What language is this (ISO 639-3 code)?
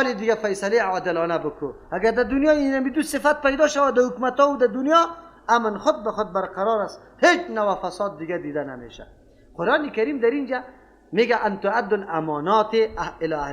fas